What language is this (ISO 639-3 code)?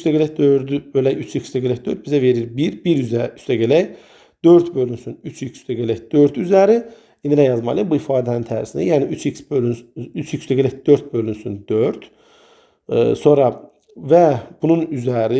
aze